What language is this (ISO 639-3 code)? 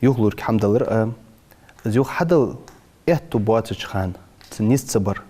inh